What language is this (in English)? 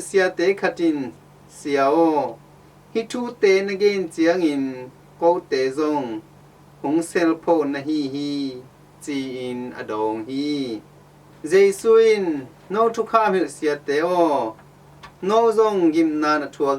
Tedim Chin